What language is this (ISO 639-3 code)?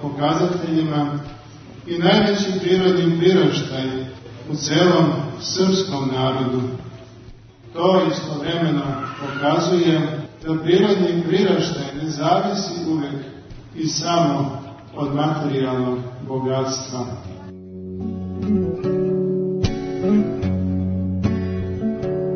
srp